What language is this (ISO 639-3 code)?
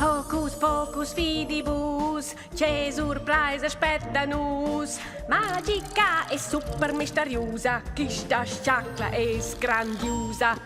roh